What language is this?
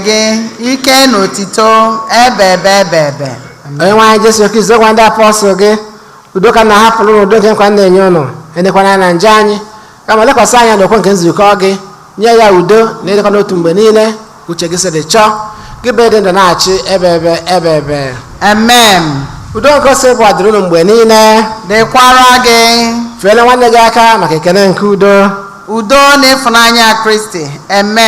Igbo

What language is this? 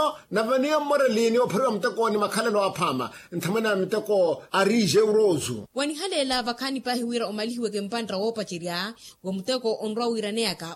Makhuwa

